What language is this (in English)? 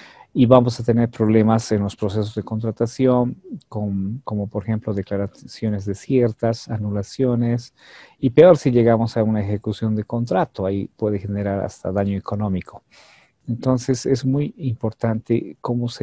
Spanish